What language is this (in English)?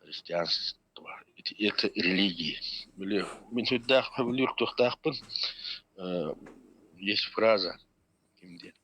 Yakut